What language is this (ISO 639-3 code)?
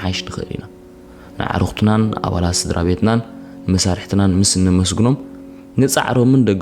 tir